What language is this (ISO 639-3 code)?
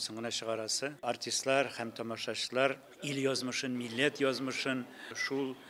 tat